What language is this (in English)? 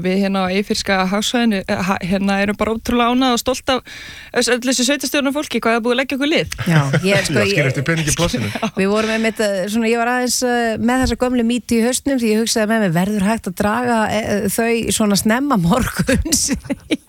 Icelandic